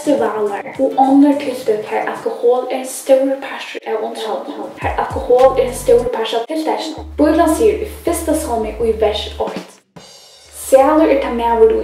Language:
Faroese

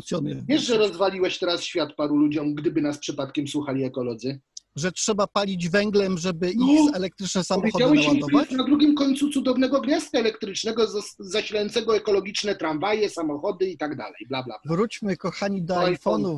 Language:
Polish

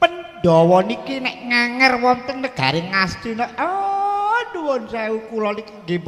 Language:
Javanese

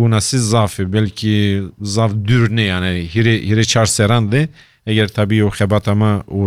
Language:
Kurdish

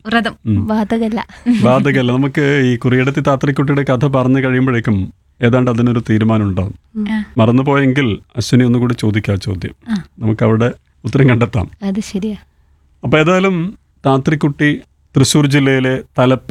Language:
Malayalam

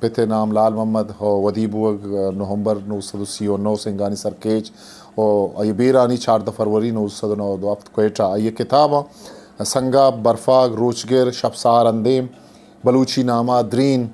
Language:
Eastern Balochi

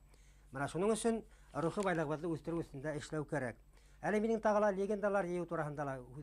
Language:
Bashkir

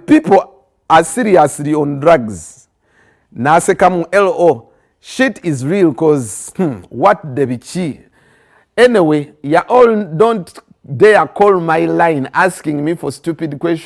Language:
Ganda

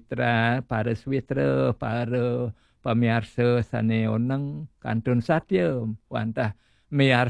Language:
Balinese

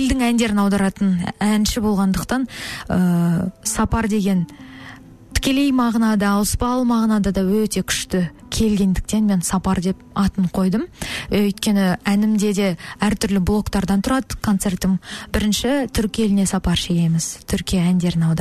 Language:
Kazakh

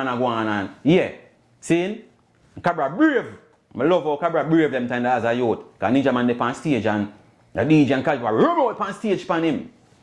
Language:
Jamaican Creole English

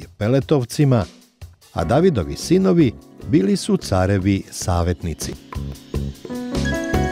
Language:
Serbian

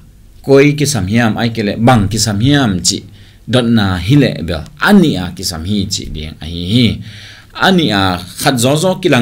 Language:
Tedim Chin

